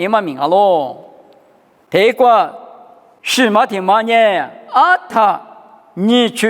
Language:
Lisu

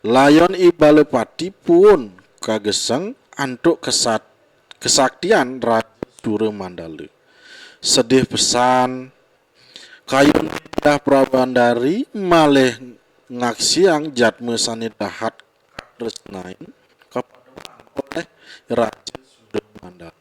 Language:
Balinese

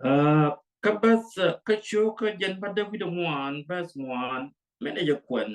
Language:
Nuer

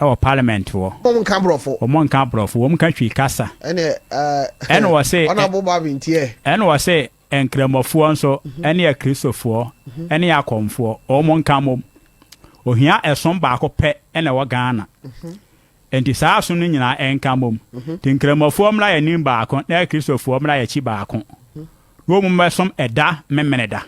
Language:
Akan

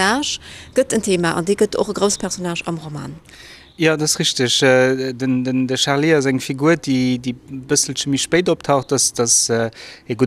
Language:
Luxembourgish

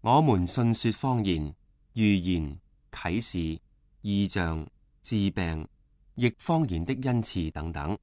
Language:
Cantonese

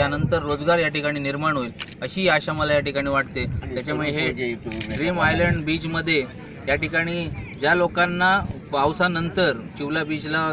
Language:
Marathi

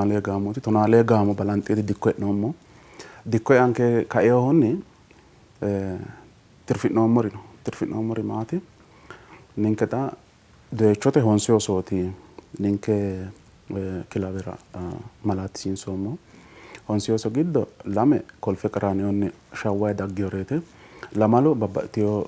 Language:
Sidamo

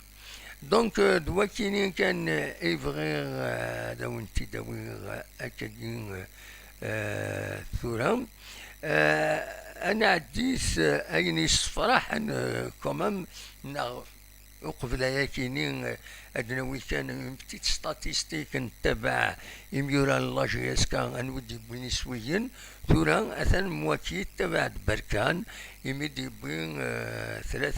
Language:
Kabyle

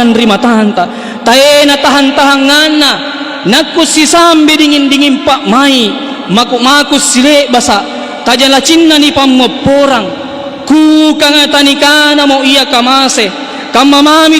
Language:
Makasar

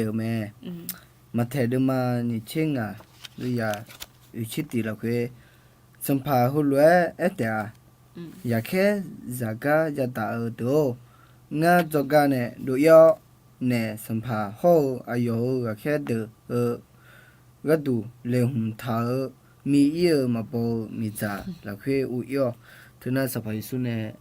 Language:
Akha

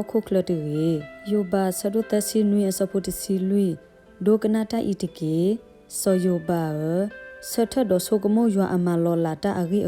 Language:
S'gaw Karen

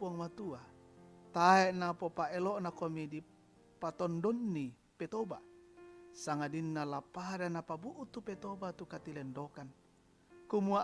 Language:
Toraja-Sa'dan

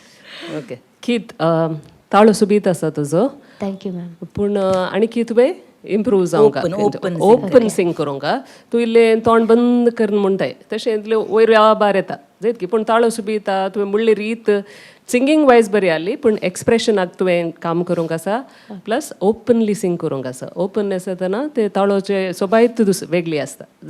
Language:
Konkani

